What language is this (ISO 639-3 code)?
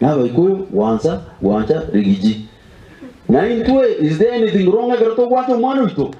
guz